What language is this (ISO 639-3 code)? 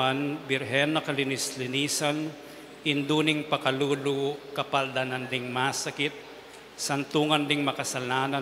pam